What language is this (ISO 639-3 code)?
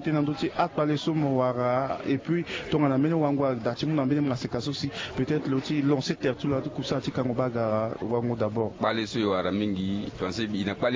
sag